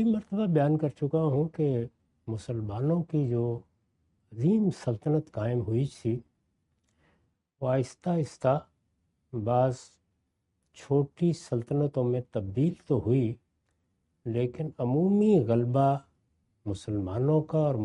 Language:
Urdu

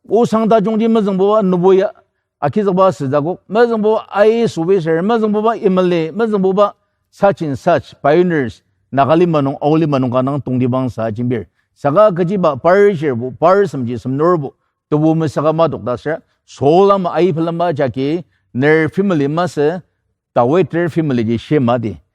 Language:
Ao Naga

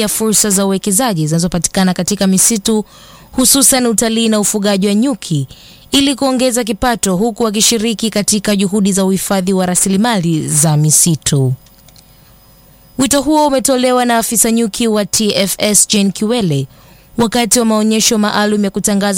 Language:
Swahili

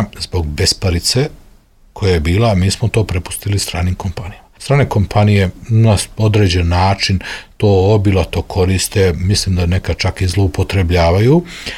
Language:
Serbian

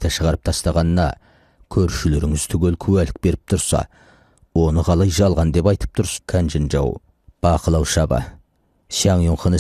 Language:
Kazakh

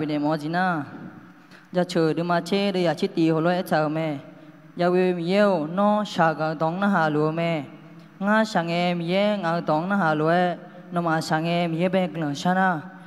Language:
Akha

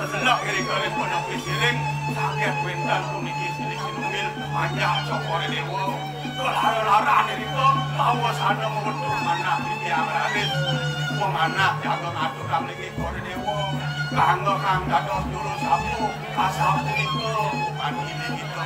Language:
Balinese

